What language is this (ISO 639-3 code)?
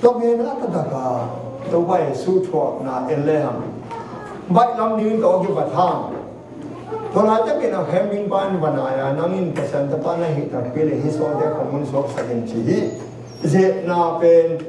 ctd